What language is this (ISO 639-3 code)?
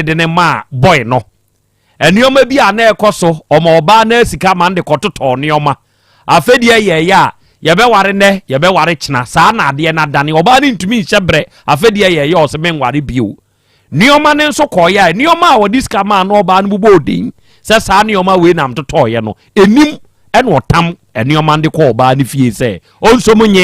aka